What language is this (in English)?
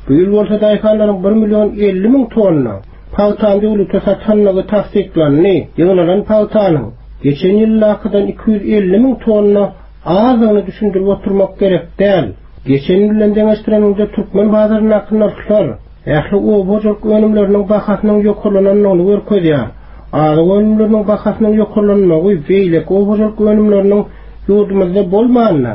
Turkmen